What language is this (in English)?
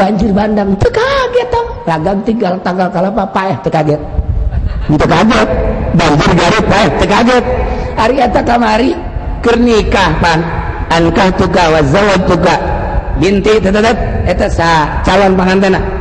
Sundanese